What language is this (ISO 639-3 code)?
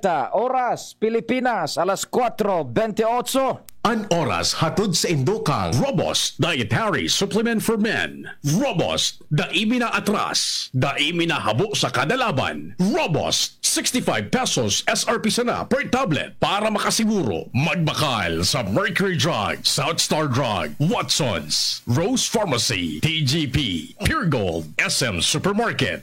bik